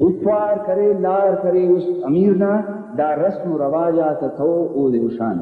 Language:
Brahui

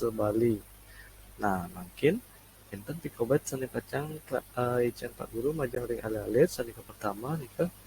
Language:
Balinese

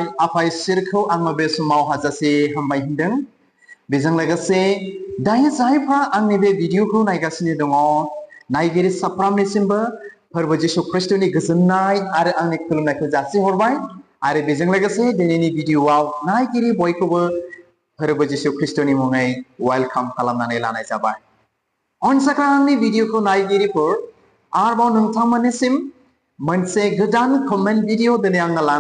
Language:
Bodo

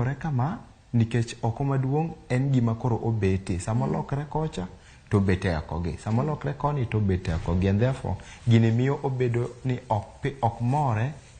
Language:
Luo (Kenya and Tanzania)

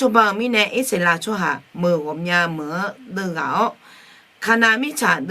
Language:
Akha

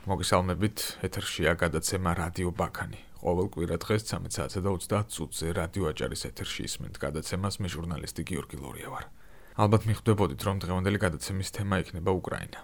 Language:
Georgian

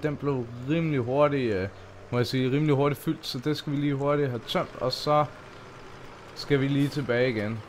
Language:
Danish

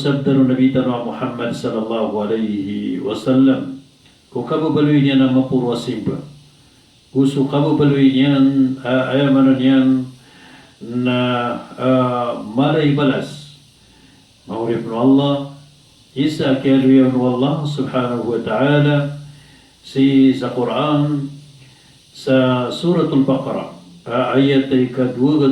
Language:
Maranao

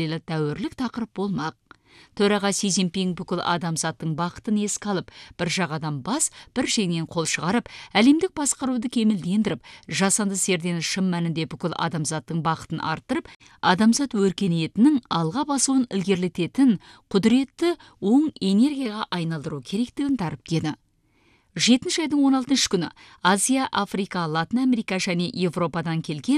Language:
Kazakh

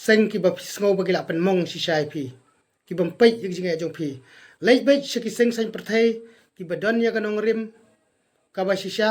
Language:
Khasi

